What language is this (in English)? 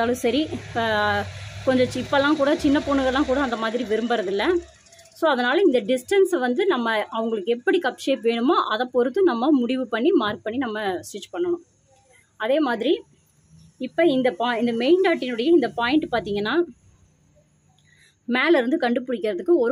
Tamil